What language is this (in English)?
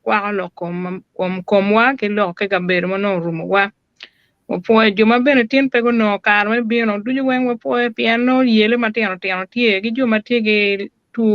Acoli